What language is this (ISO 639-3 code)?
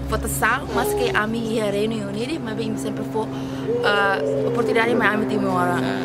tet